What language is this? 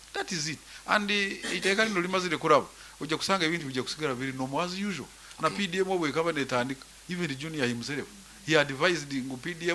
Nyankole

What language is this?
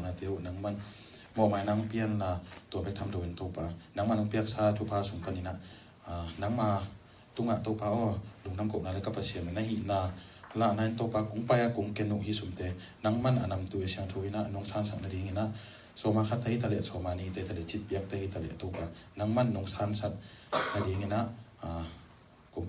Tedim Chin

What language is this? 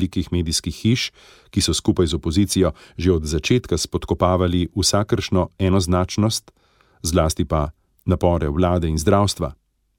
Slovenian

